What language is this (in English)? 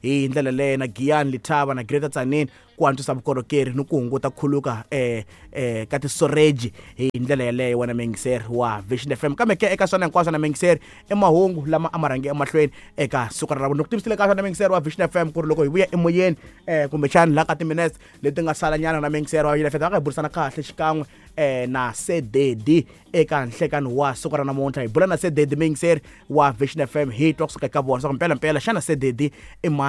Tsonga